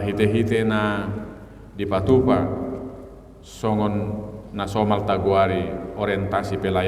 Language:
Batak Toba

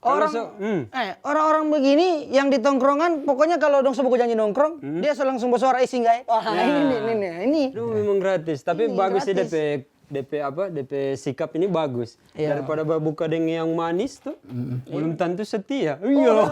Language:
Manado Malay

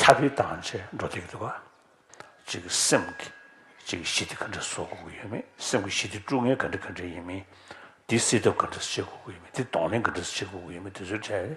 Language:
Tibetan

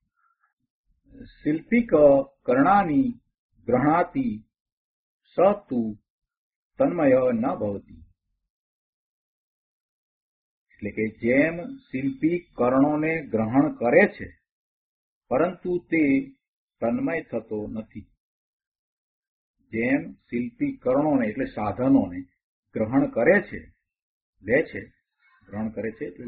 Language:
Gujarati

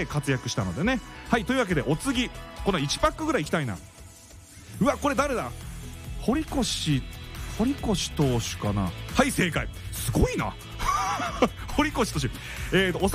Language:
Japanese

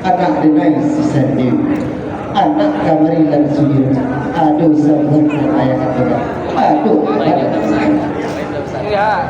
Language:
Minangkabau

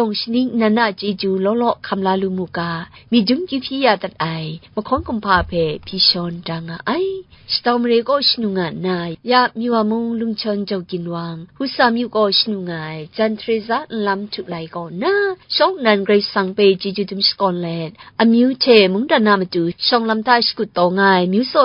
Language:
Kachin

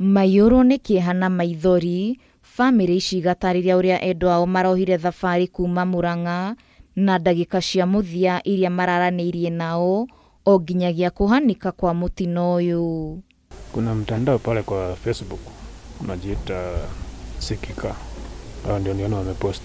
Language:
Kikuyu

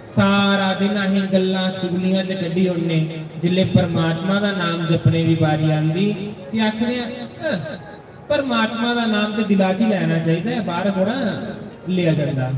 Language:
Dogri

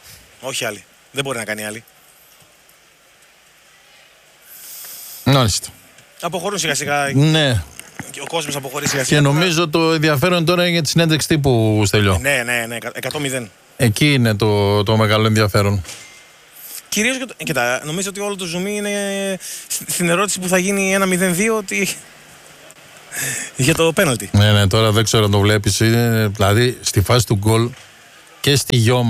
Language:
Greek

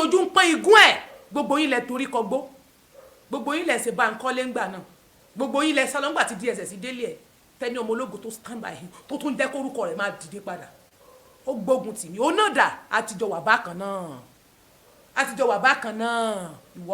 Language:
Yoruba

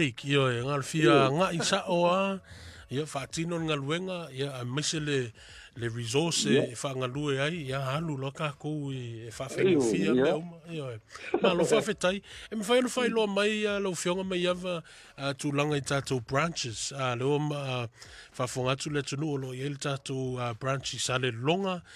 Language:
Samoan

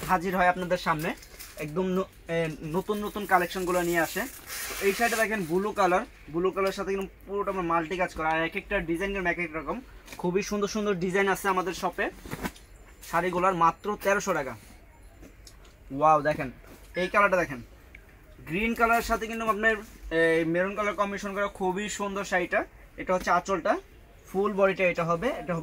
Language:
Bangla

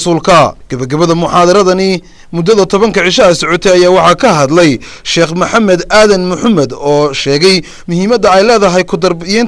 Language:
Somali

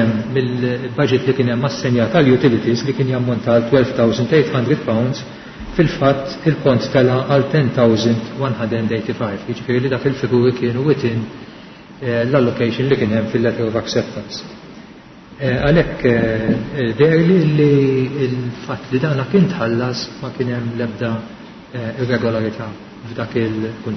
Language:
Maltese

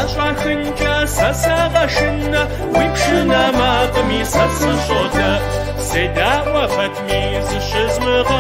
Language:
Kabardian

